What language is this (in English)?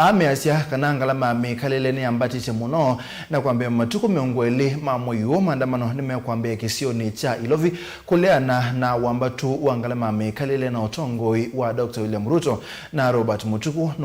Kamba